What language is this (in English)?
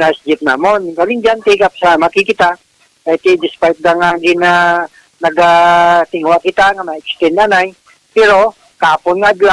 Hiligaynon